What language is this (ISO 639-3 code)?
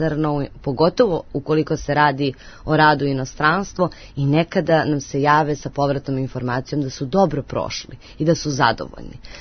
srp